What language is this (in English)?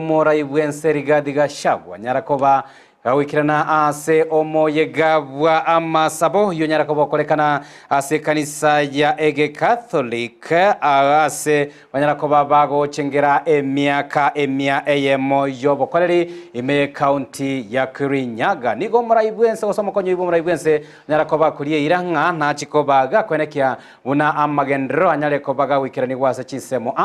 Gusii